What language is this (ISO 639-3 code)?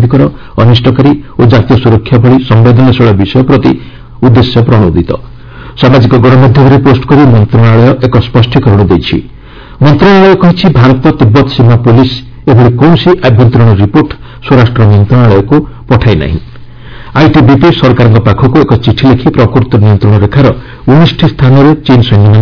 ori